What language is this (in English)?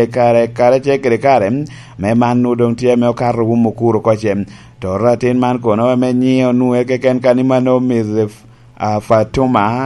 Lango (Uganda)